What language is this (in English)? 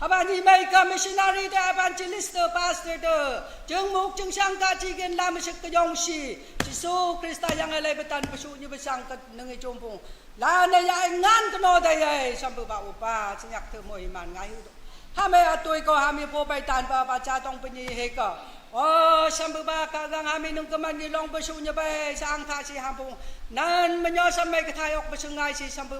Naga Pidgin